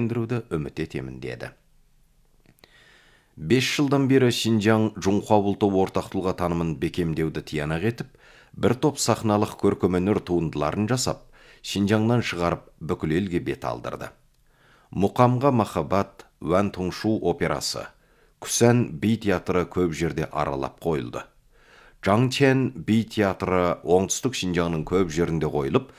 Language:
Kazakh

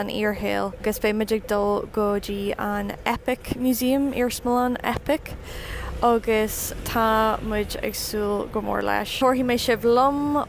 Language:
Irish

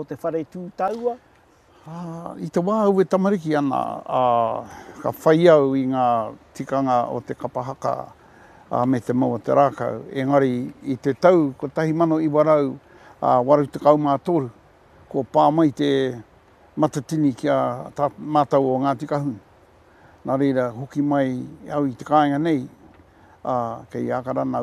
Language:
Māori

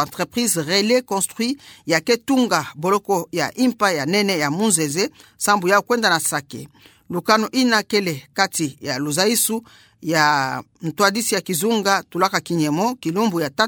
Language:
Kituba (Democratic Republic of Congo)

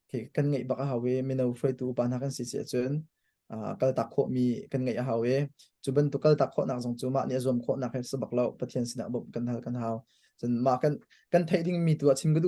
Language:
Hakha Chin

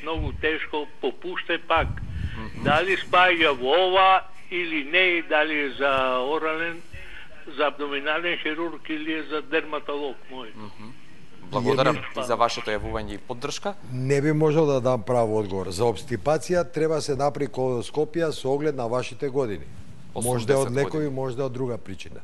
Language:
Macedonian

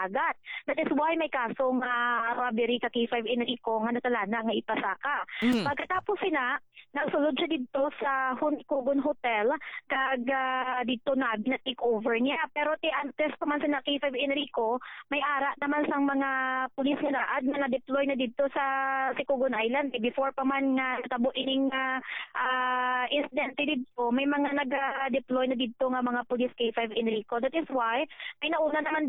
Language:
Hiligaynon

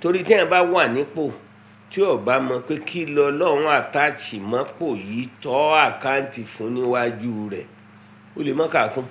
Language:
Yoruba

